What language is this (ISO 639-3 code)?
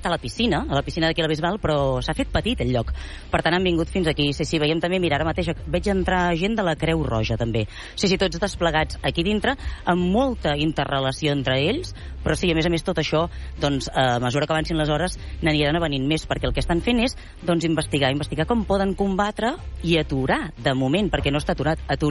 cat